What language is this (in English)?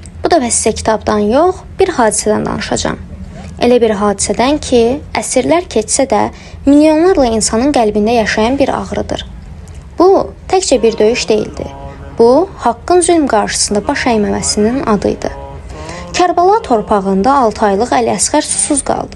Azerbaijani